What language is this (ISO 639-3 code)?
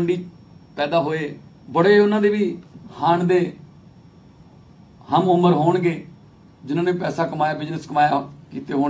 pan